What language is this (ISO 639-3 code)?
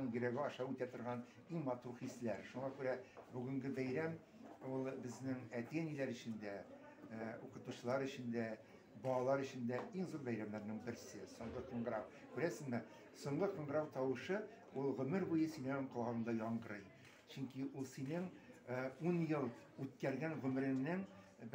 tat